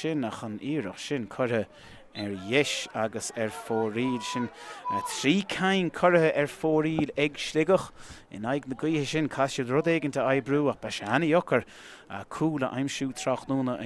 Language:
Irish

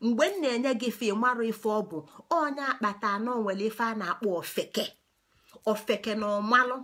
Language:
Igbo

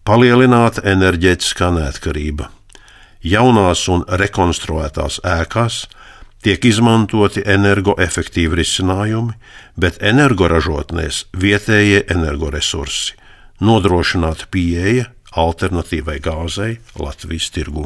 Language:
Latvian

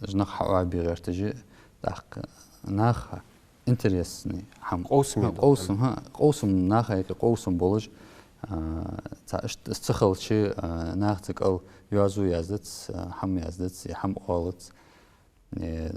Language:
Ingush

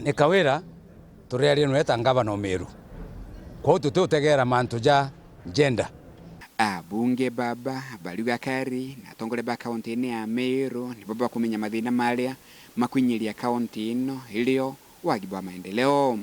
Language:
Meru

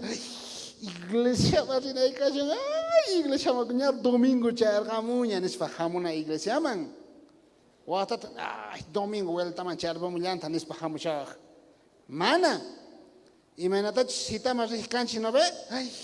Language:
South Bolivian Quechua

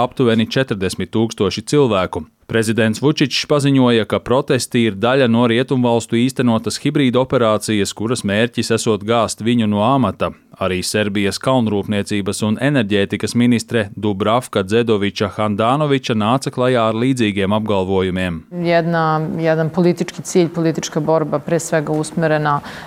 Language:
Latvian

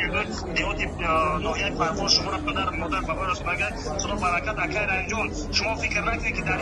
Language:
Tajik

